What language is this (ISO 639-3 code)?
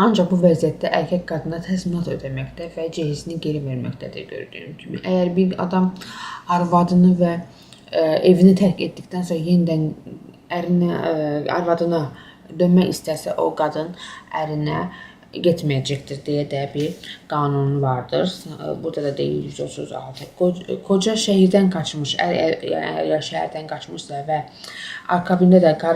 aze